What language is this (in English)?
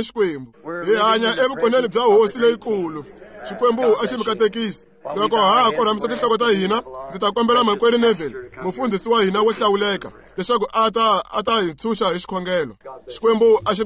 Tsonga